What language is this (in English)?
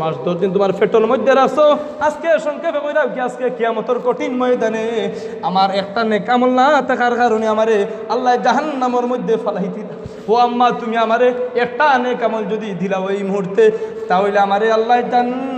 Sylheti